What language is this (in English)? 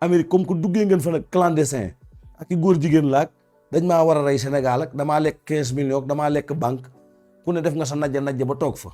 Wolof